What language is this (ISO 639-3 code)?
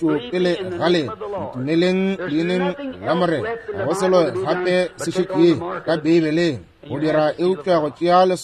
nso